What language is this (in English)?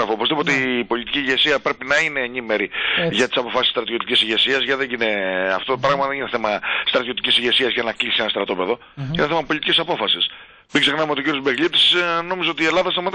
Greek